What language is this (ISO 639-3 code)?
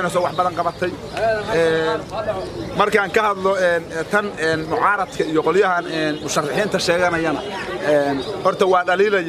som